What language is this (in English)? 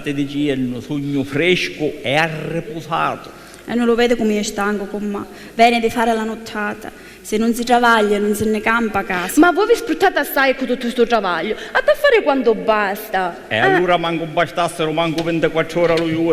Sicilian